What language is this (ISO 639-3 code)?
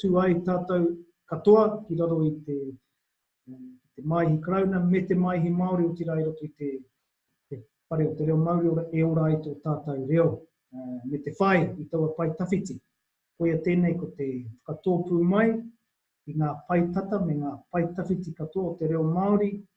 mri